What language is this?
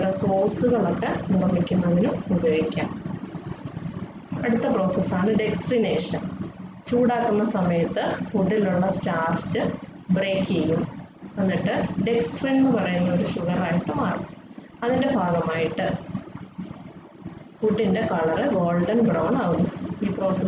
Malayalam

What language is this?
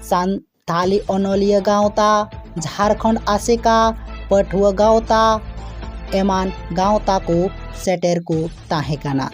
Santali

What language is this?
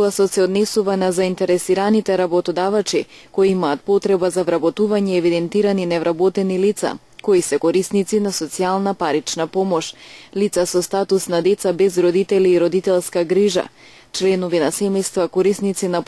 Macedonian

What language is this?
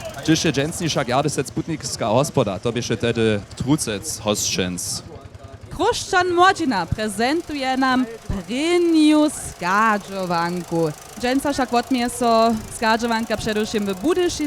Upper Sorbian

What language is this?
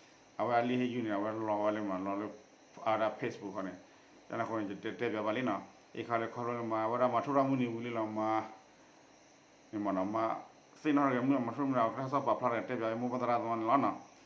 S'gaw Karen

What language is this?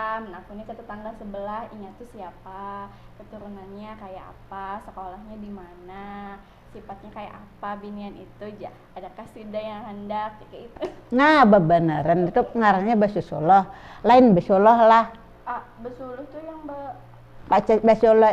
Banjar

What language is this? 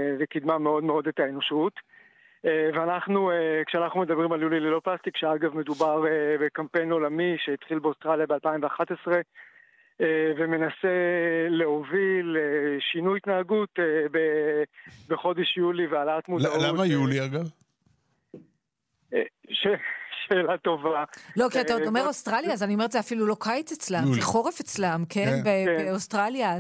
Hebrew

